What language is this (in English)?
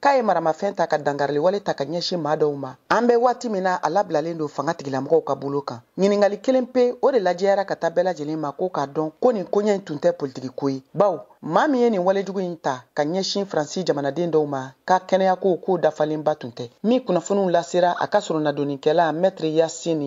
Bambara